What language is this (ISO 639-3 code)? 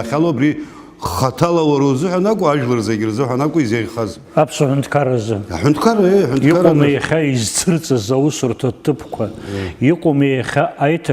abk